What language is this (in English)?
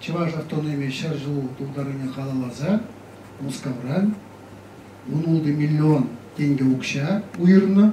Chuvash